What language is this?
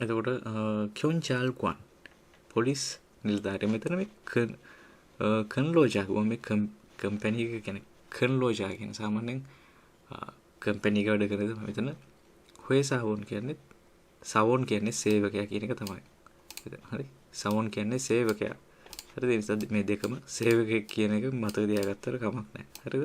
Sinhala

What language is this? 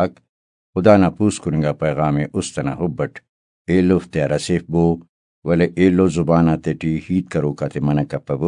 Brahui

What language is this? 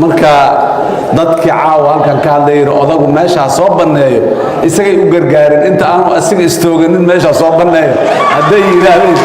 Somali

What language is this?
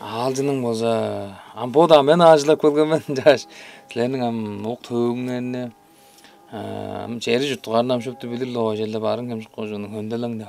Tuvinian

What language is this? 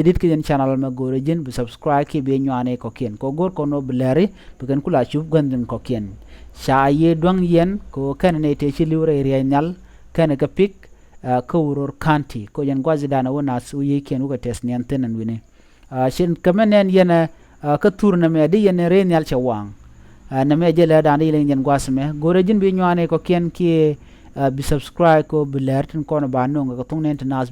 Nuer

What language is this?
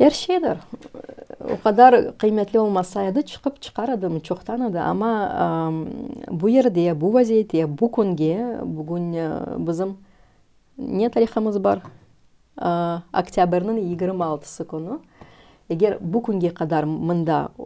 Crimean Tatar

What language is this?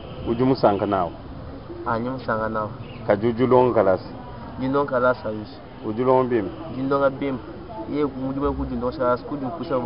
Luba-Lulua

